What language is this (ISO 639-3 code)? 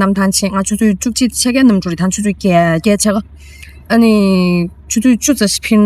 bod